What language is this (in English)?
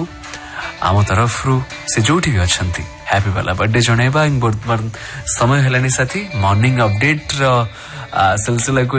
Odia